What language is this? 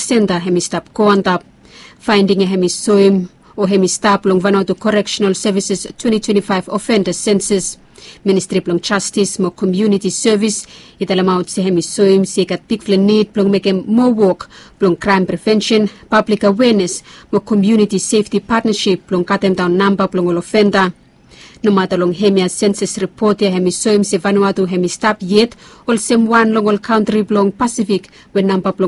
Bislama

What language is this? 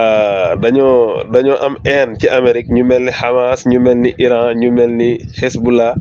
Wolof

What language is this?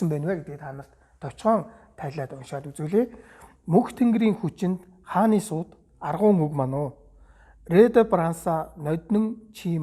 Mongolian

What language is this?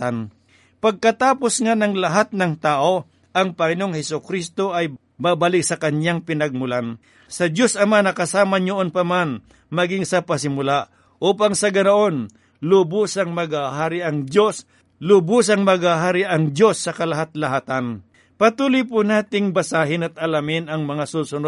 Filipino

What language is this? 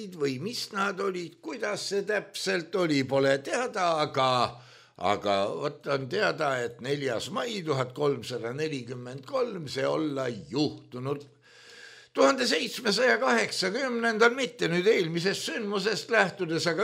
Estonian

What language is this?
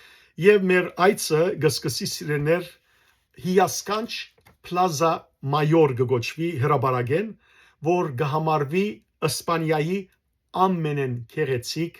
Western Armenian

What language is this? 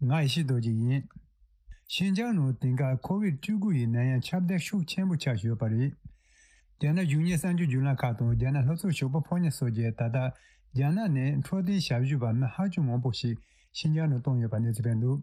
Tibetan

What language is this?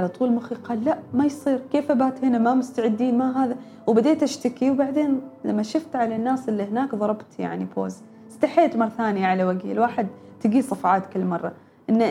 Gulf Arabic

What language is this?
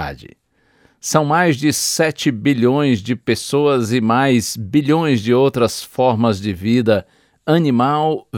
Portuguese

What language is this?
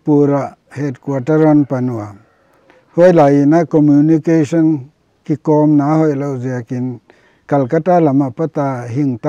Paite Chin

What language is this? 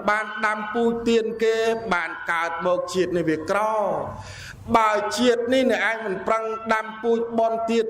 Khmer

